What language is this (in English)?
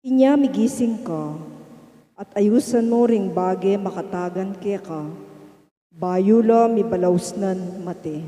Pampanga